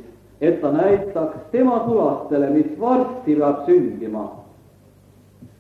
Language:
Estonian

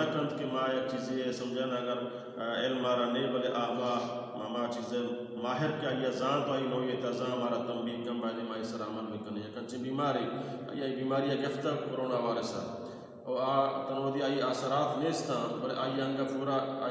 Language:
Baluchi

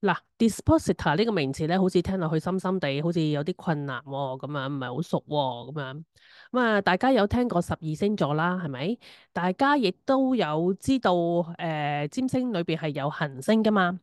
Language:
Cantonese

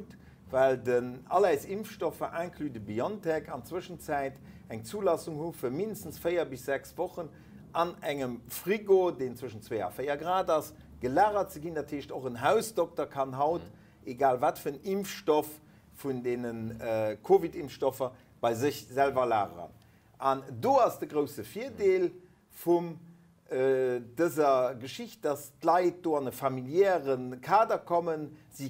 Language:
Luxembourgish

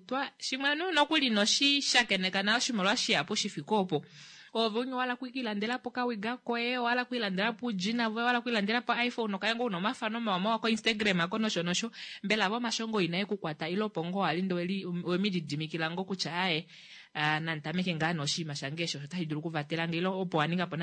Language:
Kuanyama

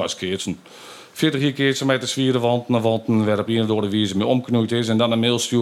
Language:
Western Frisian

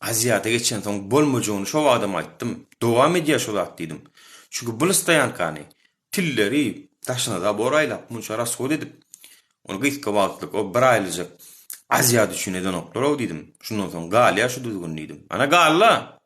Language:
Turkmen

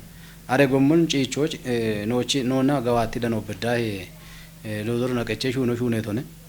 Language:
Kafa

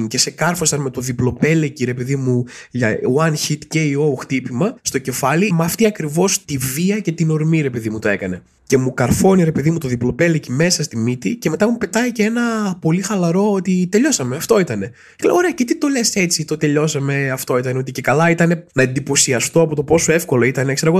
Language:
Greek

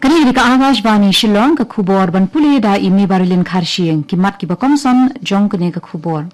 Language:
Khasi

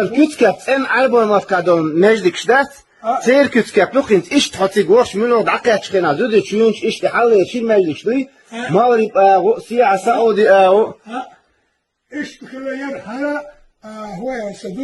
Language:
Chechen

